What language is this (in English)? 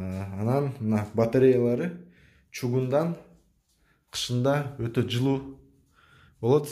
Kyrgyz